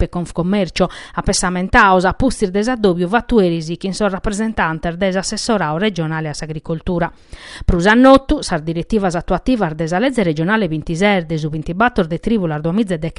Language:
Sardinian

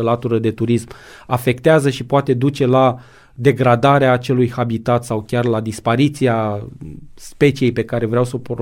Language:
Romanian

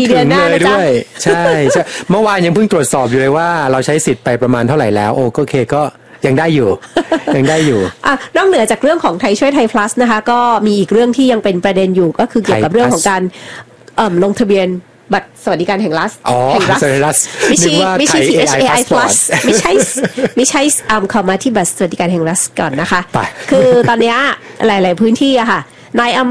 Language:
Thai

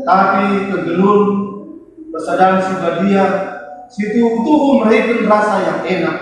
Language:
Batak Karo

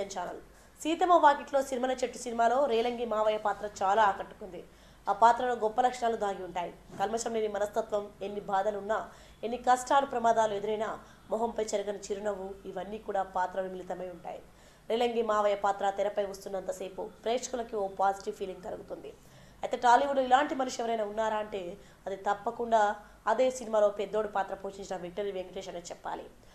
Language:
Telugu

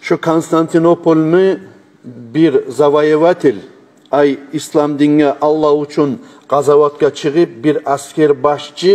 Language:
Kumyk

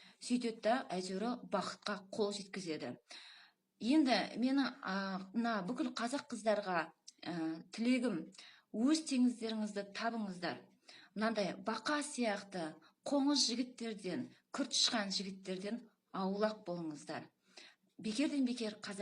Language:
Kazakh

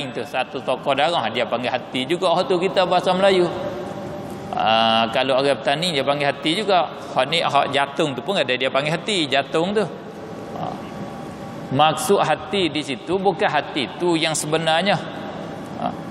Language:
Malay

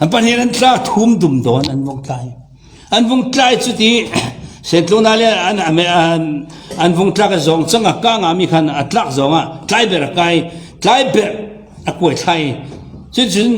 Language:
Falam Chin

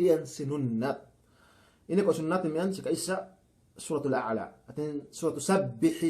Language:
Yakan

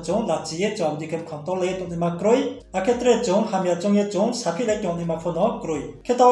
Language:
Riang (India)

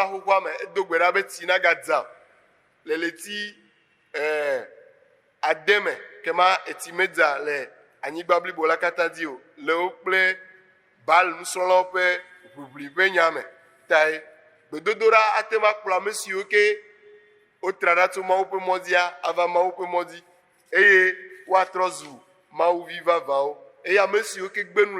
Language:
Ewe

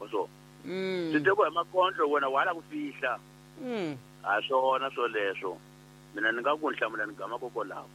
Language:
Tsonga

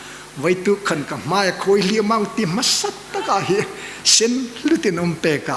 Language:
Hmar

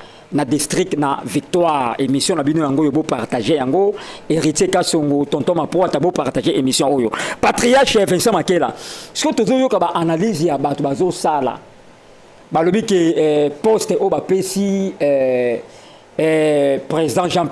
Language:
Lingala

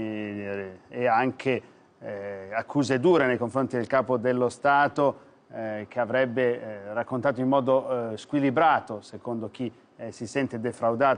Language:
Italian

